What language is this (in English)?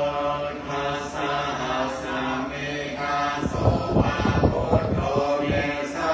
Pali